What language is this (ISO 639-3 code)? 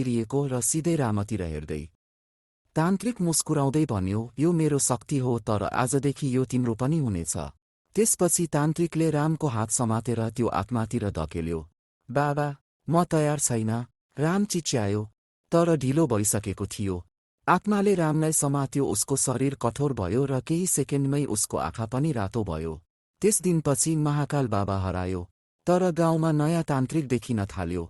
nep